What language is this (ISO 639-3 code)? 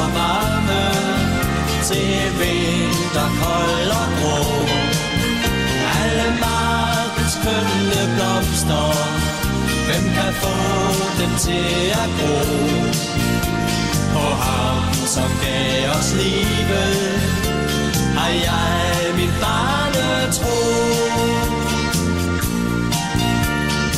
dan